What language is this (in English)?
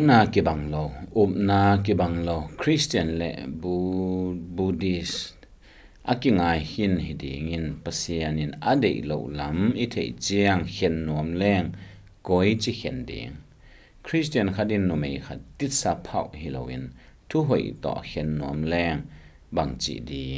Tedim Chin